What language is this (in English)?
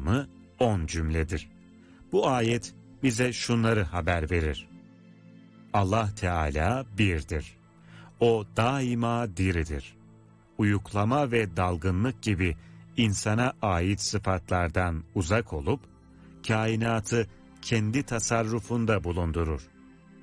Turkish